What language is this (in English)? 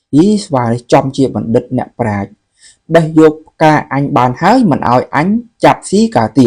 Khmer